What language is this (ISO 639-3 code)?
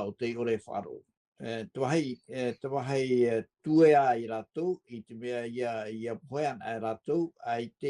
tah